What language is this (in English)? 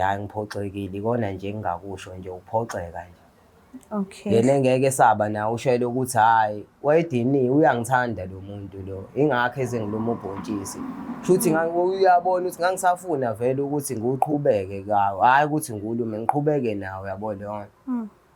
Zulu